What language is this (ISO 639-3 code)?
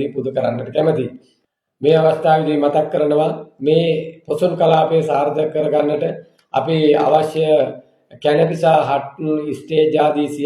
sin